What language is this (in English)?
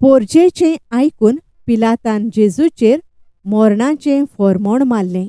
Konkani